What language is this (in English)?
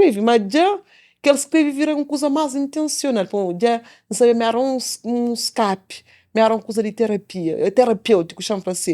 Kabuverdianu